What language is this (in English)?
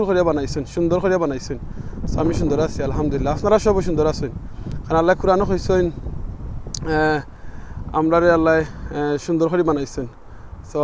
Sylheti